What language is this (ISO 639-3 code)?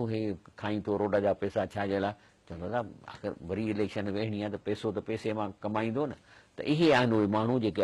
snd